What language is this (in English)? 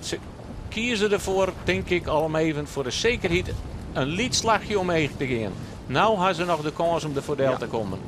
Western Frisian